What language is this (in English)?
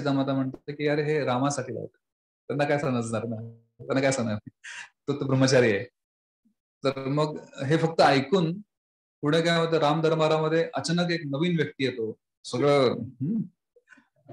Marathi